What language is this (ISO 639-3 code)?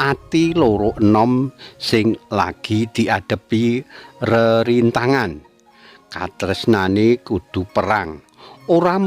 jav